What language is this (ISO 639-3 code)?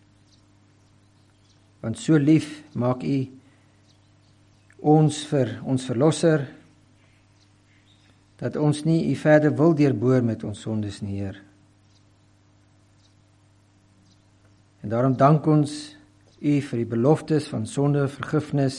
afr